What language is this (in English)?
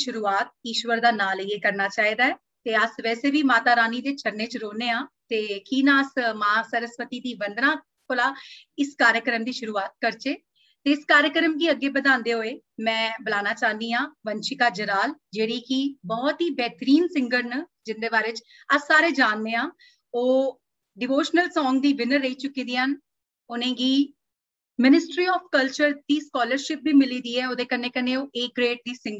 Dogri